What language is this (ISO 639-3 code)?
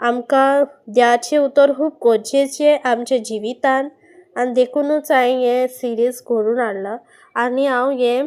kok